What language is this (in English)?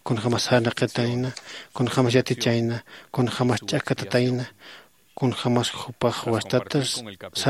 Aymara